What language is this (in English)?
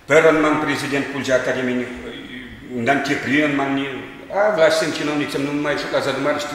Chuvash